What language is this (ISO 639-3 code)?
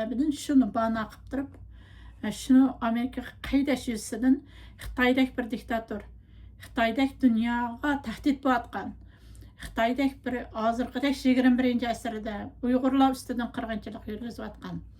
uig